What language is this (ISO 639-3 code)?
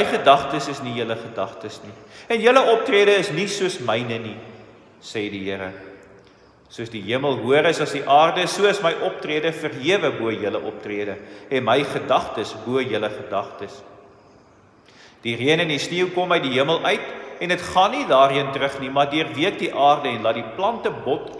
afr